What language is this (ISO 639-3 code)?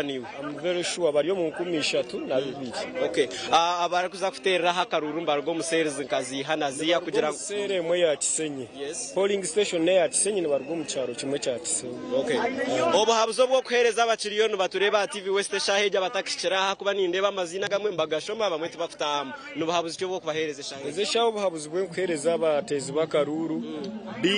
nyn